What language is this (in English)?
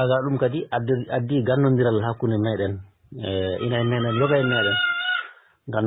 Fula